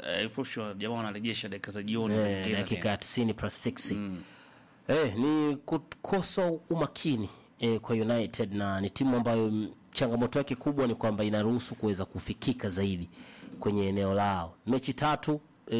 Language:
Swahili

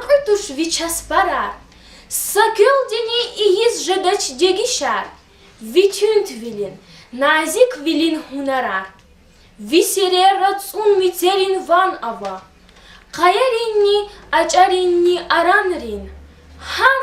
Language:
Lezghian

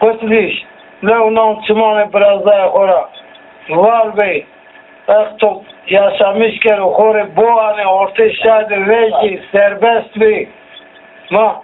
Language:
Zaza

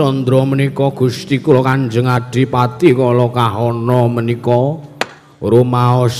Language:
Javanese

